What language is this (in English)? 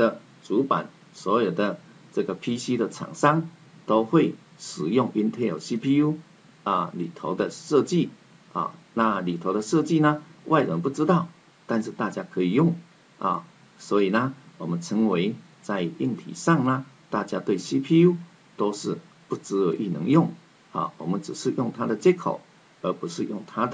Chinese